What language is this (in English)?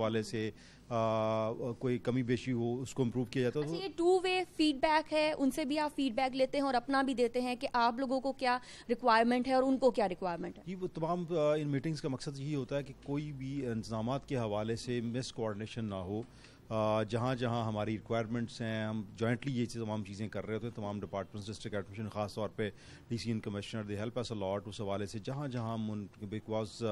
Urdu